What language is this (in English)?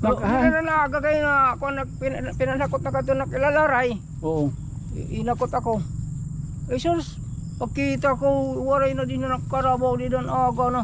Waray